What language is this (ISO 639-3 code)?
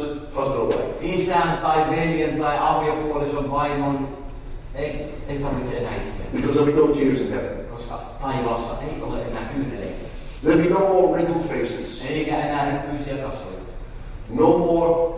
fin